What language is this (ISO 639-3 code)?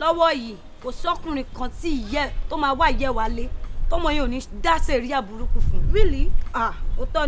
yor